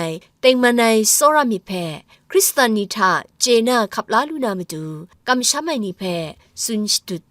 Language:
Kachin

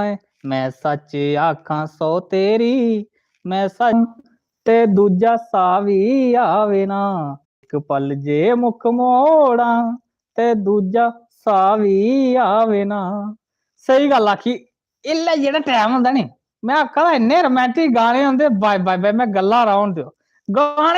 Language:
Dogri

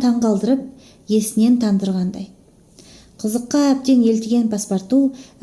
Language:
Kazakh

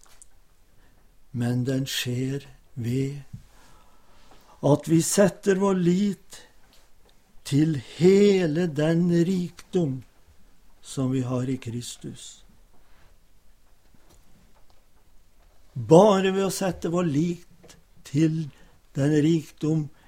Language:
Norwegian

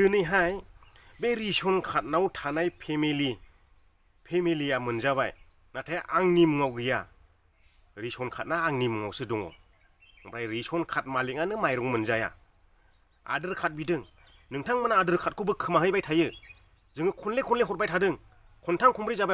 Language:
Bodo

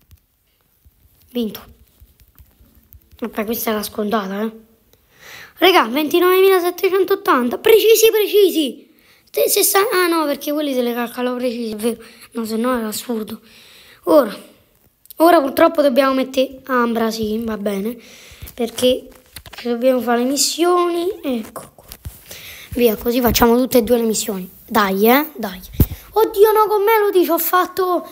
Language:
Italian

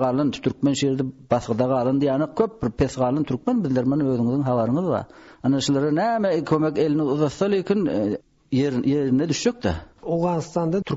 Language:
Turkmen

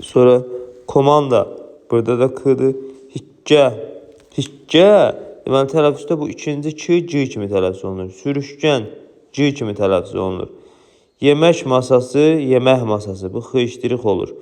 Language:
Azerbaijani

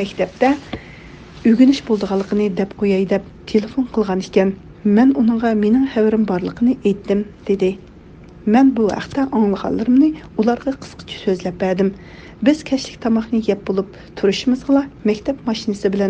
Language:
Uyghur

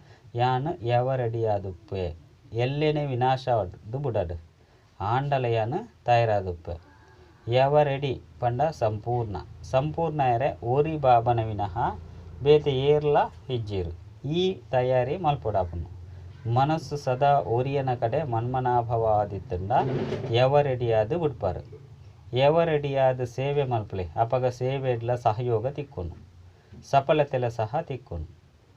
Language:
Tulu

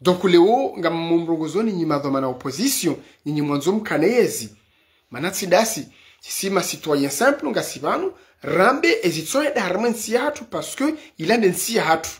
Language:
Ngazidja Comorian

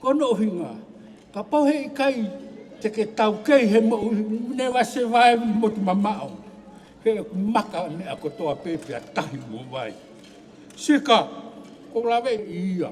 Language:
Tongan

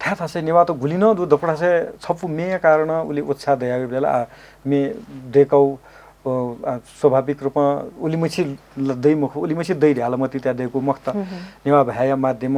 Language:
Newari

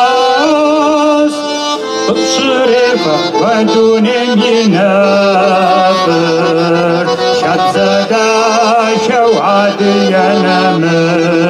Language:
Kabardian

